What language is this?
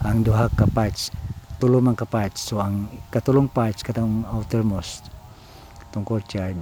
Cebuano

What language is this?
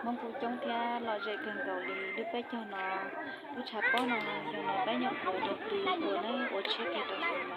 Hmong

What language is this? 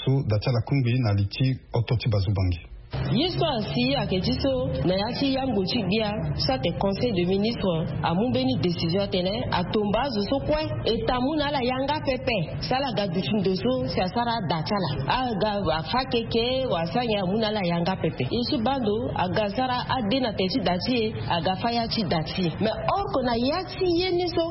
Sango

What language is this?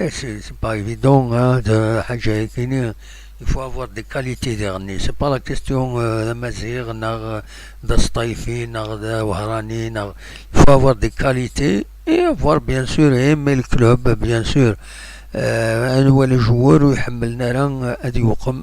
Kabyle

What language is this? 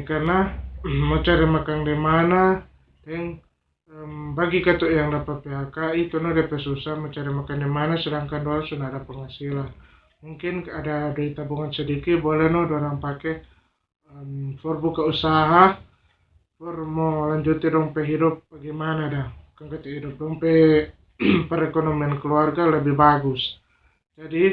Manado Malay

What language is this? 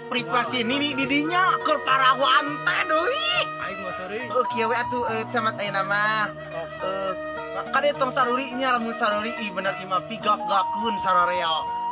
Sundanese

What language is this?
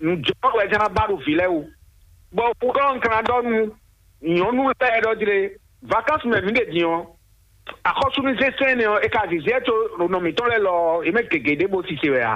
Fon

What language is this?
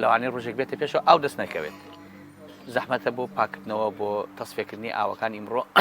Central Kurdish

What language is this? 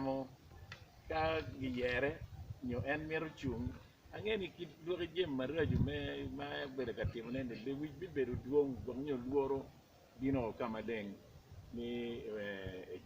Acoli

